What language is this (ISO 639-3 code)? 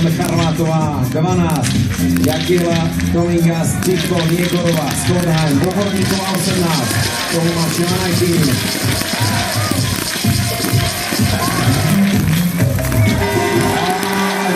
slk